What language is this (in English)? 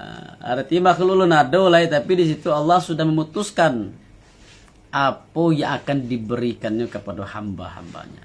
Minangkabau